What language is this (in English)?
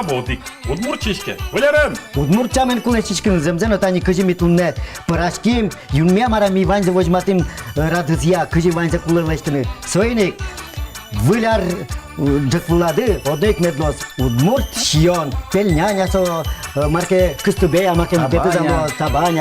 Udmurt